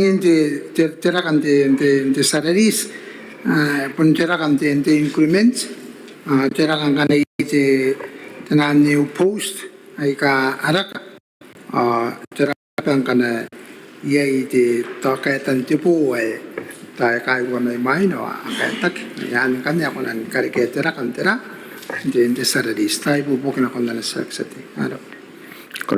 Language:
Gilbertese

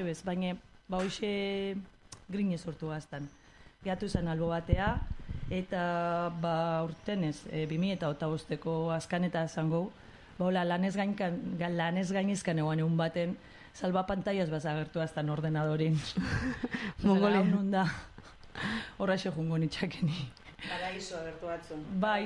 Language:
Basque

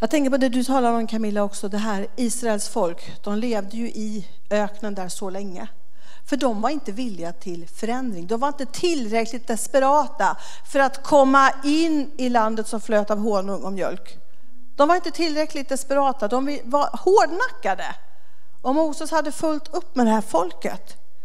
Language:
Swedish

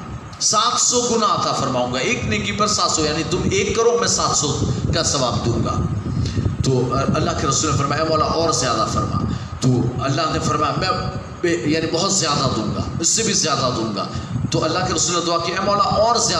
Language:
Urdu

